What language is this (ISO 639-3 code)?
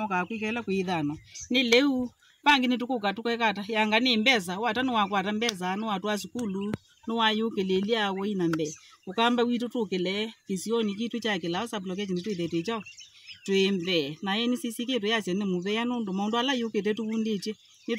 kam